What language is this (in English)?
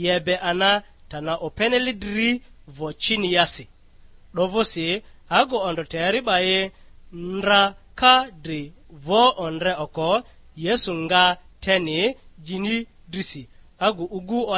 Lugbara